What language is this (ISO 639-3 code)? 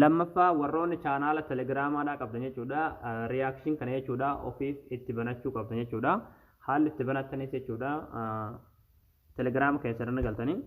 orm